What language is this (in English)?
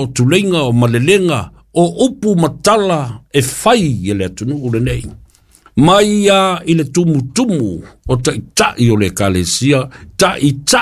Samoan